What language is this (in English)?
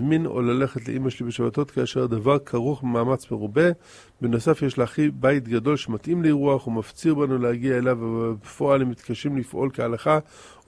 Hebrew